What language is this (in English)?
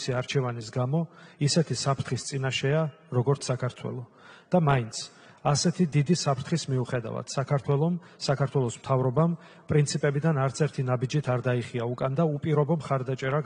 Georgian